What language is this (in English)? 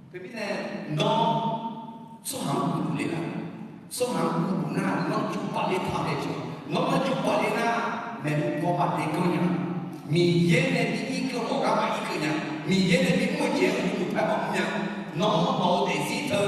Akha